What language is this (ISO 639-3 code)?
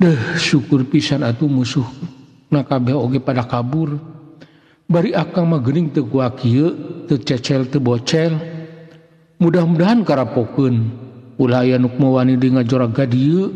sun